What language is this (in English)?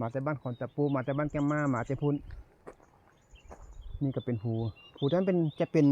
Lao